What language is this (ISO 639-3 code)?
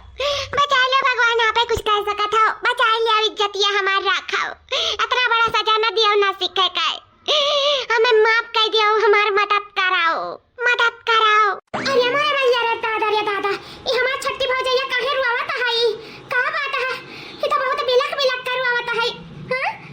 awa